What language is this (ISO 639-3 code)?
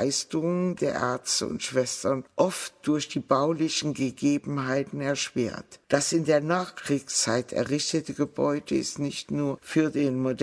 deu